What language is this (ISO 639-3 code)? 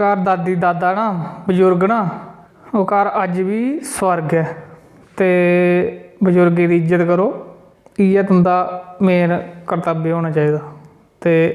doi